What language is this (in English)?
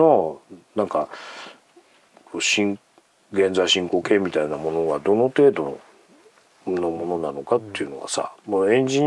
Japanese